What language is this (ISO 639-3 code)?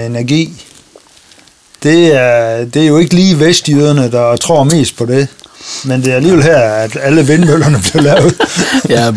dan